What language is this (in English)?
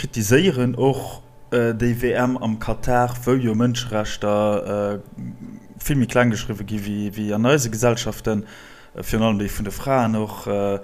Luxembourgish